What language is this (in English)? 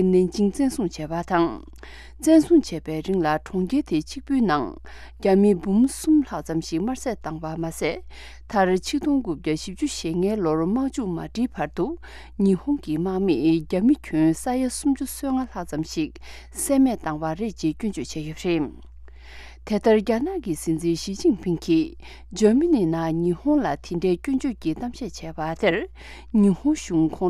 Tibetan